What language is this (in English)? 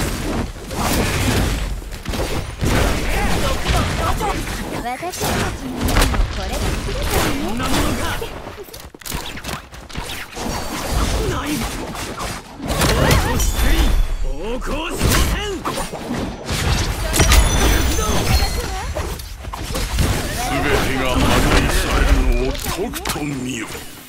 Japanese